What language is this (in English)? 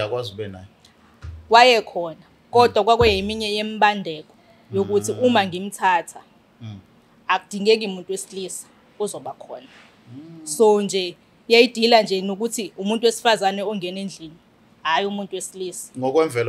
Zulu